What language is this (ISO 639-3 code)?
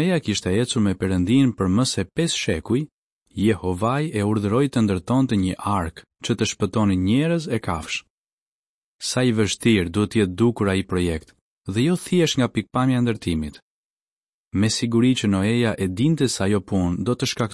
sqi